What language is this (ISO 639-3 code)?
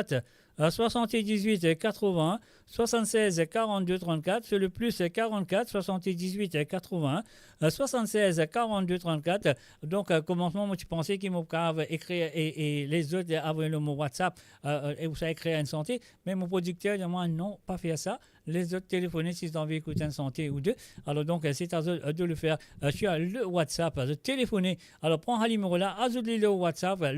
mfe